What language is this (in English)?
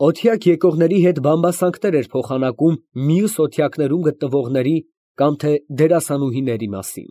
Armenian